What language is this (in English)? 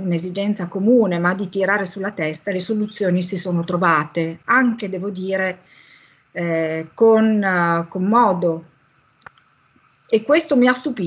Italian